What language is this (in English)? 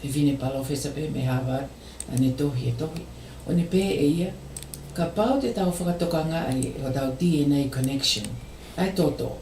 Tongan